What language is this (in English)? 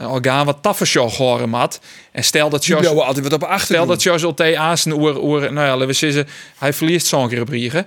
Western Frisian